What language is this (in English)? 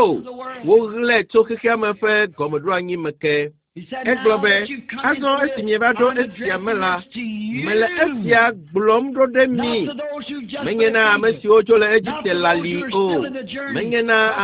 Ewe